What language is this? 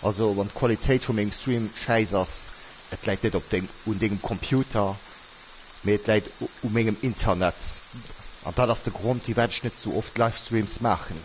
Luxembourgish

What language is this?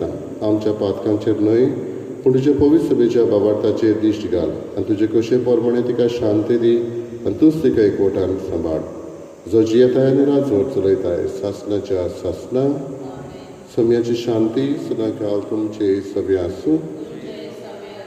Konkani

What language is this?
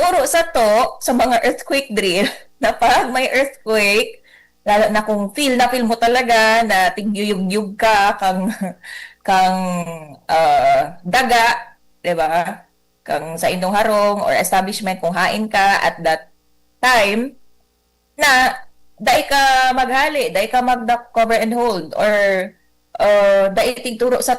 Bikol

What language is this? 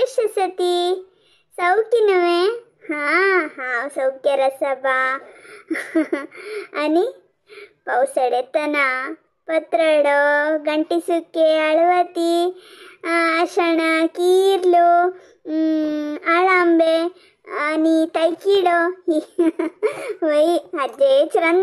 Konkani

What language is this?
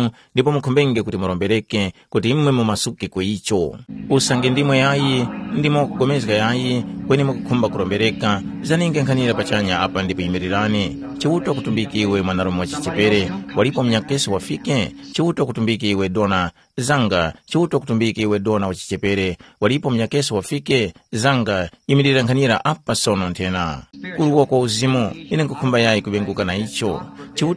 Tumbuka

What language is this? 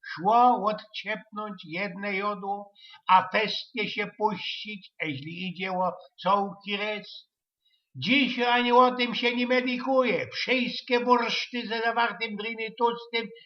Silesian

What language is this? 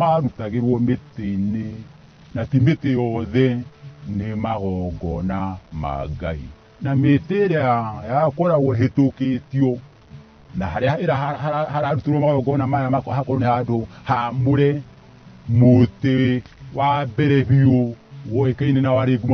Kikuyu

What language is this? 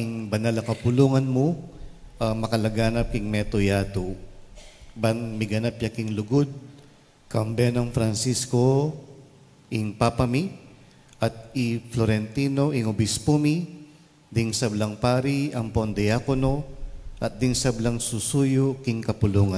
Pampanga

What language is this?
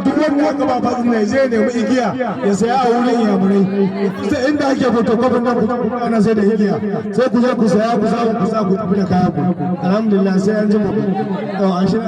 Hausa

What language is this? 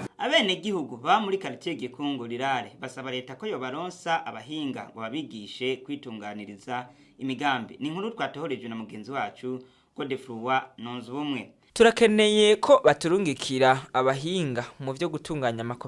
Rundi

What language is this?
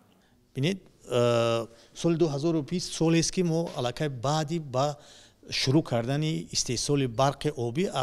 Tajik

